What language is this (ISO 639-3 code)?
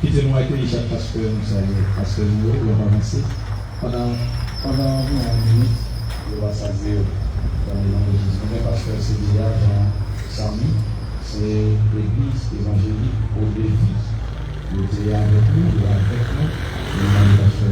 hat